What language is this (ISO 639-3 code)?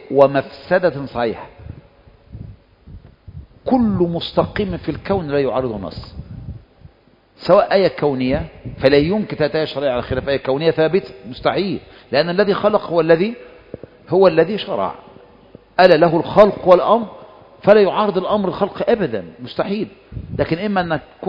ara